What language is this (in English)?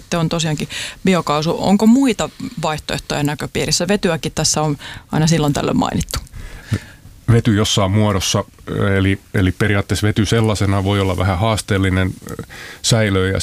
Finnish